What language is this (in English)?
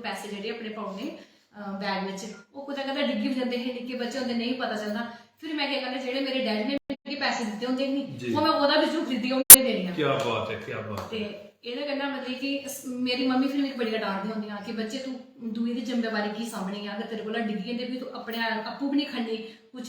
Dogri